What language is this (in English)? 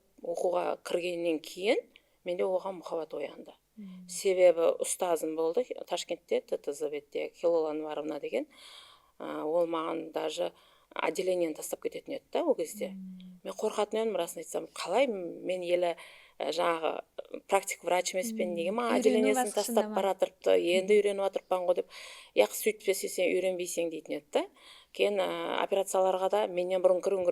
Kara-Kalpak